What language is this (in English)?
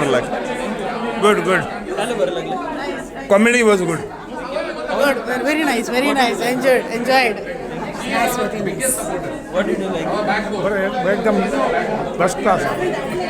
Konkani